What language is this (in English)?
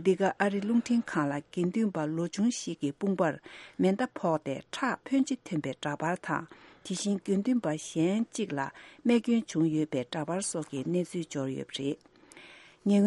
Tibetan